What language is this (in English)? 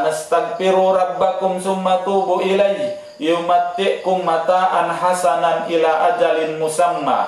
Tausug